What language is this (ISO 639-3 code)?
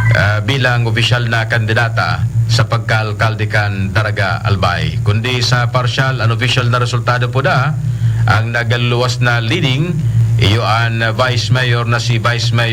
bik